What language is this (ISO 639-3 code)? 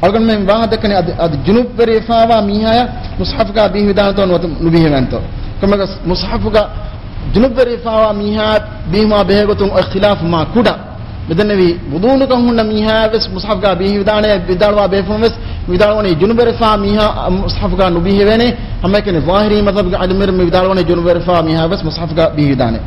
div